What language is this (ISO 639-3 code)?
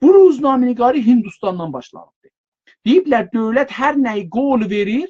azb